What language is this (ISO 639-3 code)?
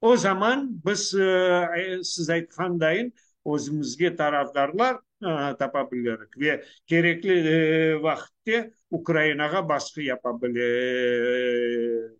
crh